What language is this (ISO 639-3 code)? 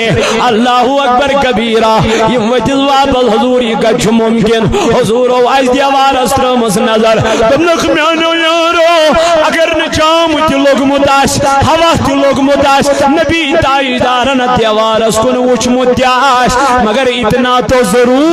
kas